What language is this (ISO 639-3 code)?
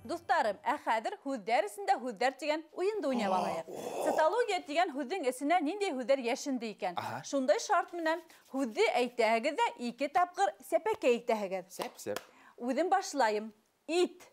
bak